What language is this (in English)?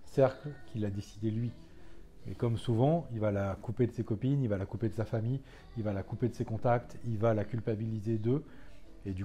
French